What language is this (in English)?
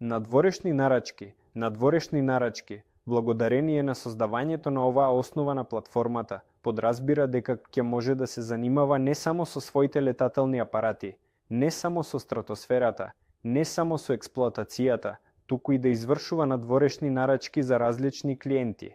Macedonian